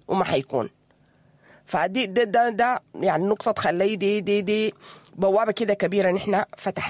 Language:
Sudanese Arabic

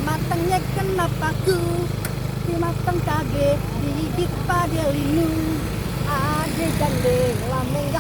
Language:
Betawi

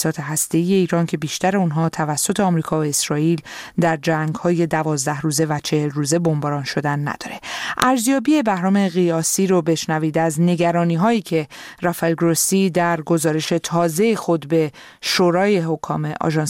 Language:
Persian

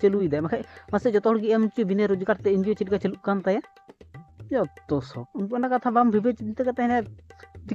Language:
Santali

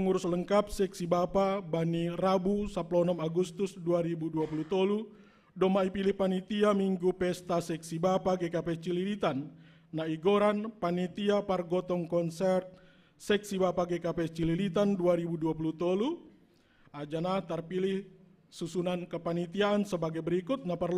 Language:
Batak Simalungun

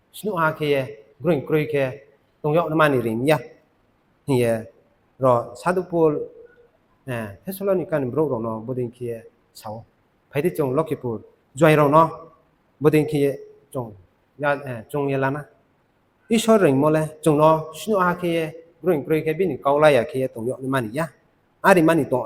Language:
Riang (India)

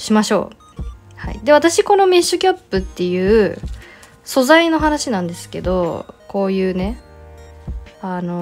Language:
Japanese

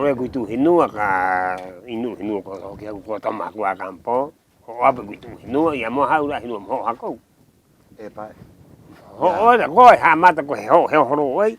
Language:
Rapanui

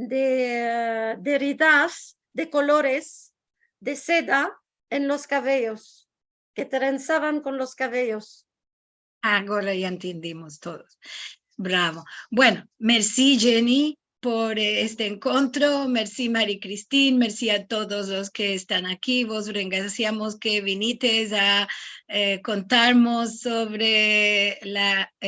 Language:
Ladino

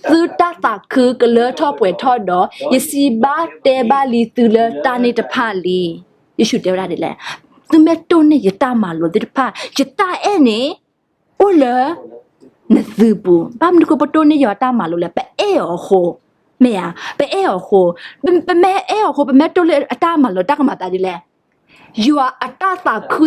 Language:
S'gaw Karen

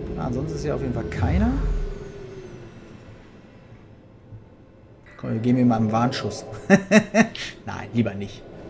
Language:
German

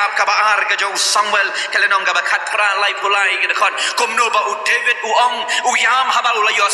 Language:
Khasi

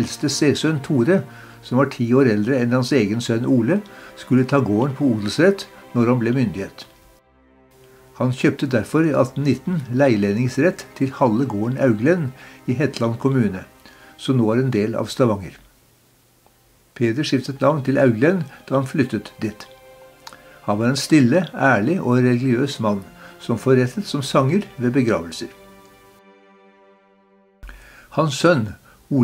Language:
Norwegian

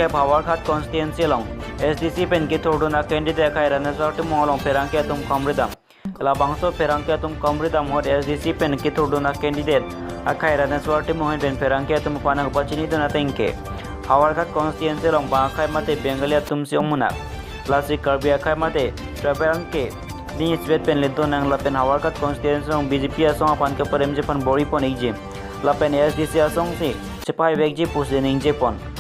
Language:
Karbi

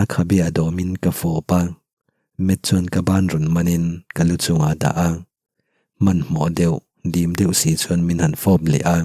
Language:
Mizo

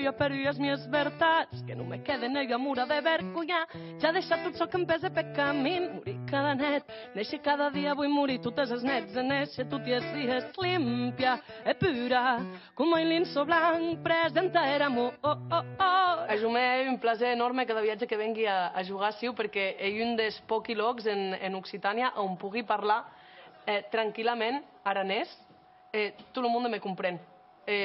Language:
Occitan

